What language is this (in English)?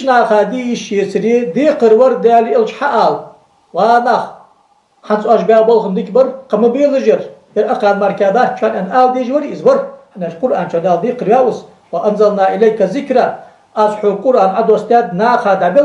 Ingush